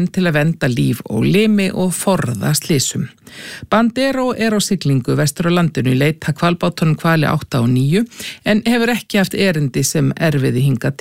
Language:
Icelandic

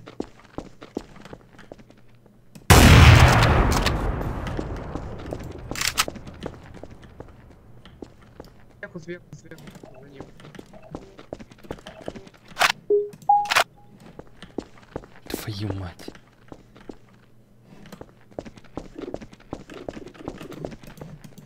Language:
Russian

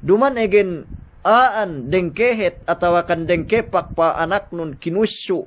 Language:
Yakan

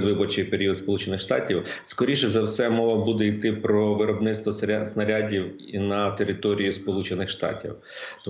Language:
Ukrainian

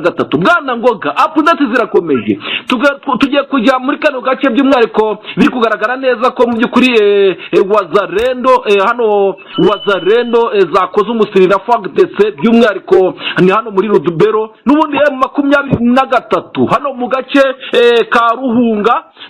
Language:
Kinyarwanda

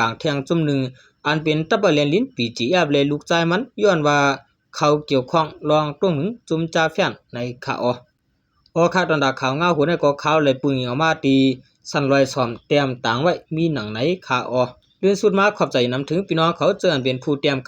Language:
Shan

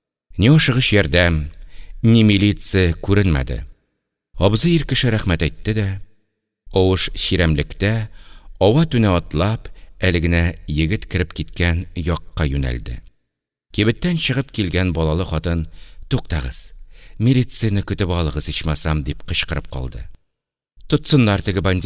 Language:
Tatar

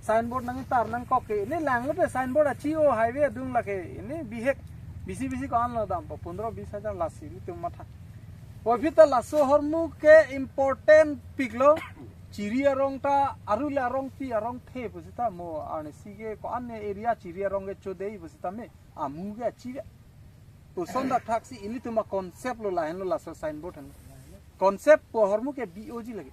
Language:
Karbi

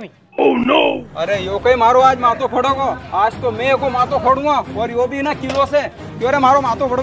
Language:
Rajasthani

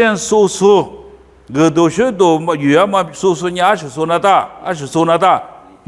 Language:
Lisu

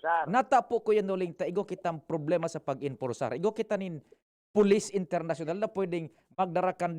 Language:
Bikol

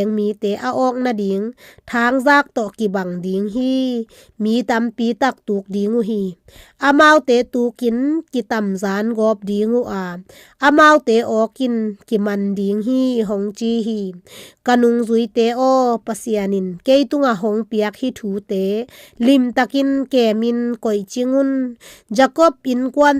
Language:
Tedim Chin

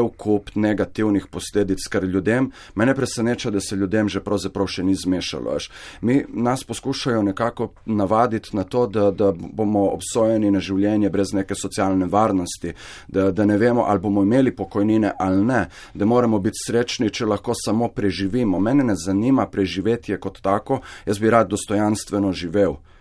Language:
Slovenian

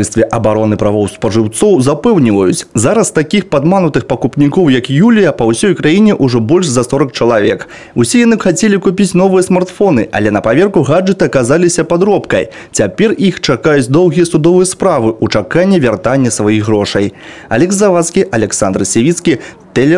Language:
Belarusian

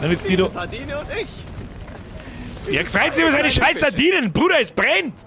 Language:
Bavarian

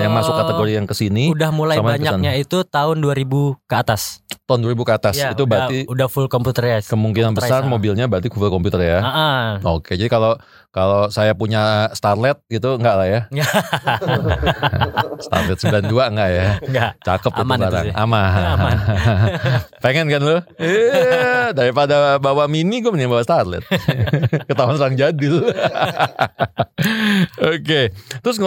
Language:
Indonesian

